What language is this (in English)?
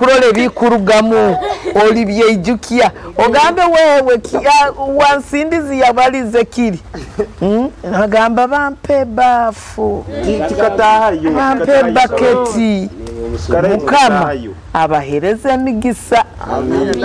Nyoro